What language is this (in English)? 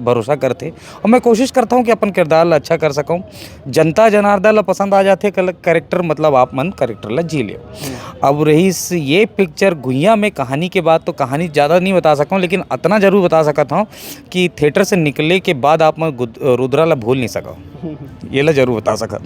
Chhattisgarhi